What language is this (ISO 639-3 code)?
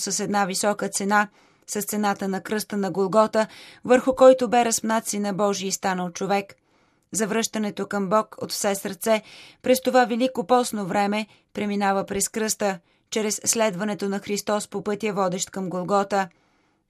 bul